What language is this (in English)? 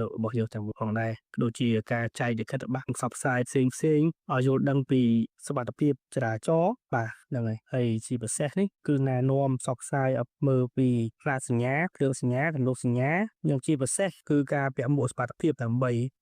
Khmer